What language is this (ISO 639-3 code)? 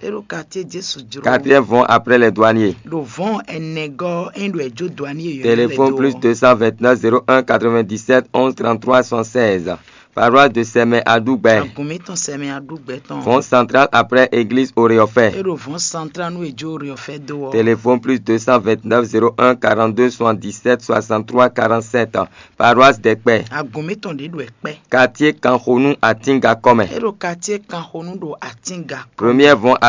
fon